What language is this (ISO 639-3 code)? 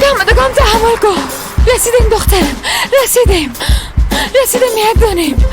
fas